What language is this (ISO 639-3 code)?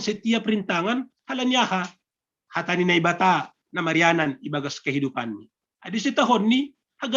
bts